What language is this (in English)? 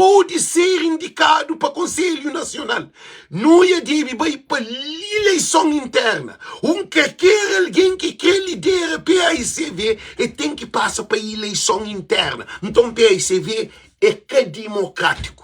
Kabuverdianu